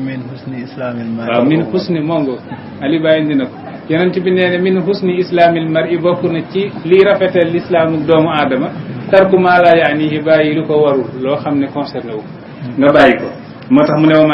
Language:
Wolof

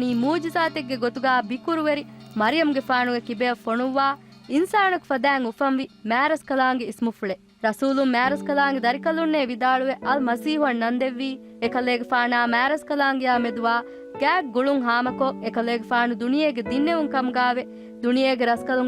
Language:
Divehi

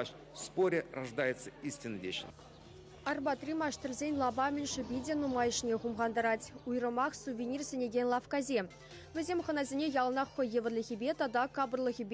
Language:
Chuvash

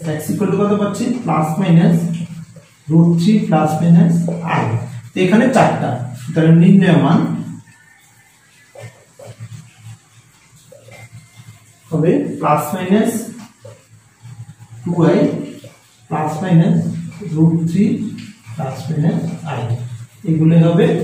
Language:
Bangla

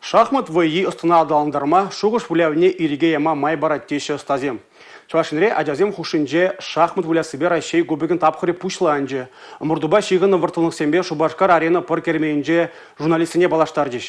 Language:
Chuvash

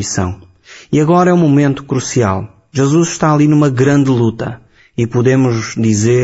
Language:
Portuguese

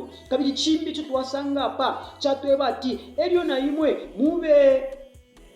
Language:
Bemba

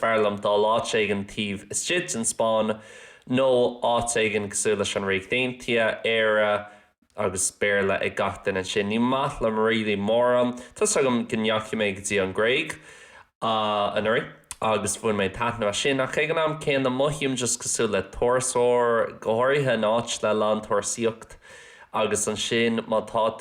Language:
Irish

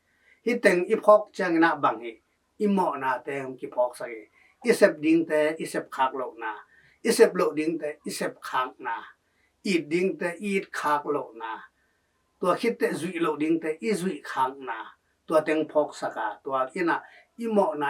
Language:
Tedim Chin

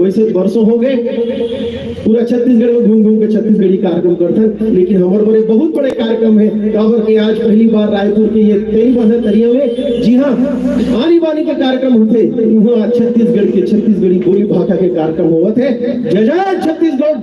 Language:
Chhattisgarhi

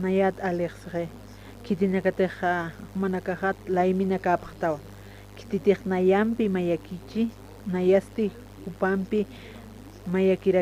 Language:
Aymara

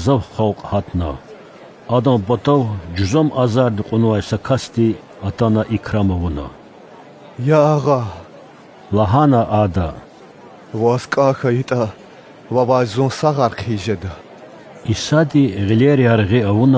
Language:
Lezghian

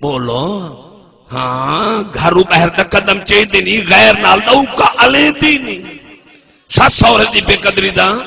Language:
Saraiki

